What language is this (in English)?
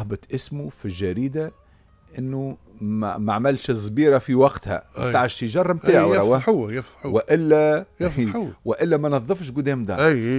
Tunisian Arabic